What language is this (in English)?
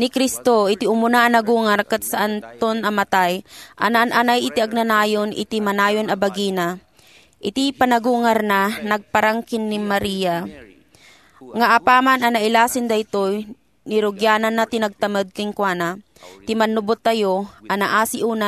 Iloko